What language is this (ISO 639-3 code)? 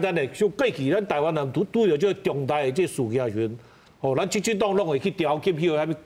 nan